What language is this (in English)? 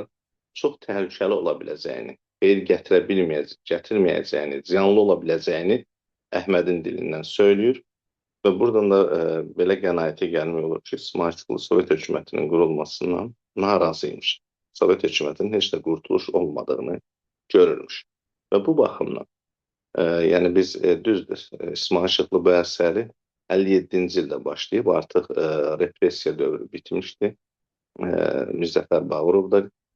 Azerbaijani